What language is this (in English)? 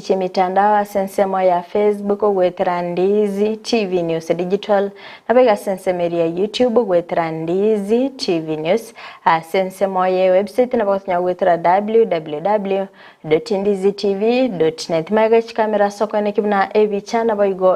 Gusii